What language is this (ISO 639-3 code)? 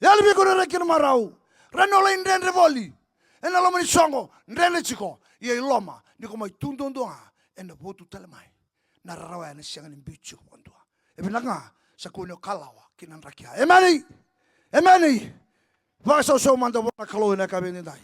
fij